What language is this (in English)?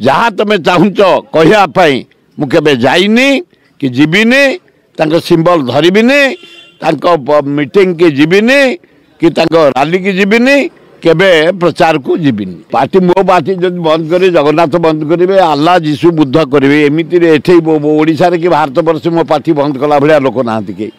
Odia